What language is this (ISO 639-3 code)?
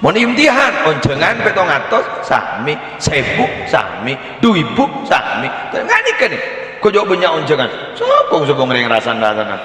mad